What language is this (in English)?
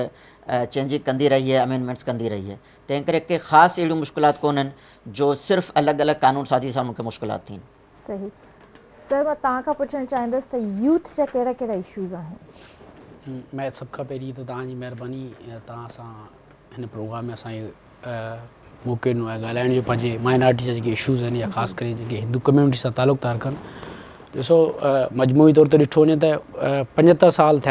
Sindhi